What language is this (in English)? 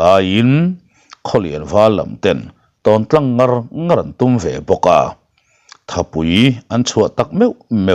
Mizo